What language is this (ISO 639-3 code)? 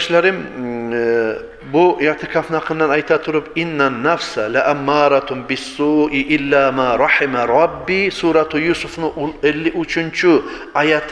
kum